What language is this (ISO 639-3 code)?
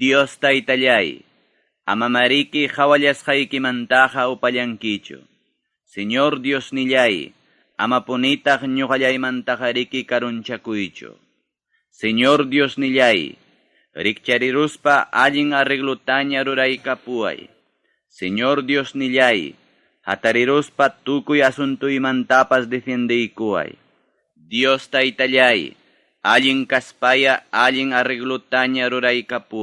quy